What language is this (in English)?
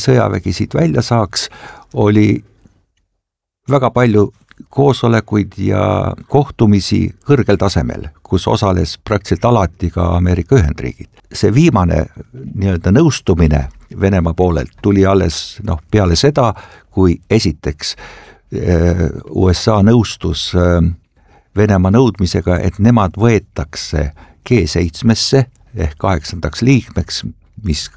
Estonian